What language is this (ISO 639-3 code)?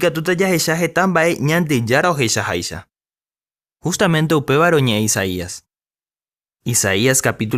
grn